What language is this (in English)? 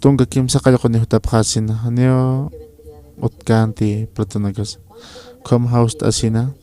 Aymara